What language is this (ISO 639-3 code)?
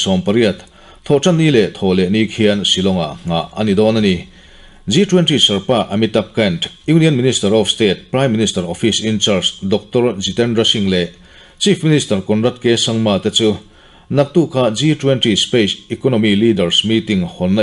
lus